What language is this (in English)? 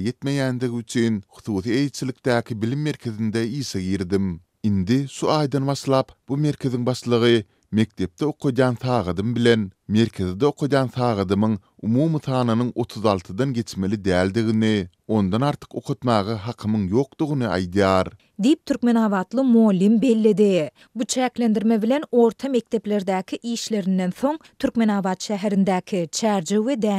Turkmen